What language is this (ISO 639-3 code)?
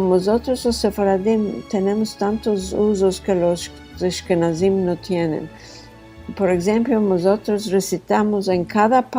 lad